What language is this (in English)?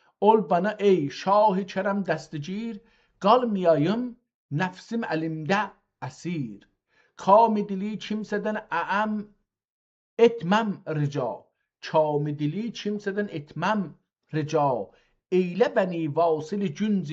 South Azerbaijani